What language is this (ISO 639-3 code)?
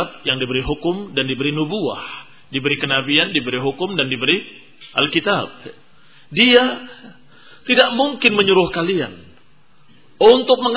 ind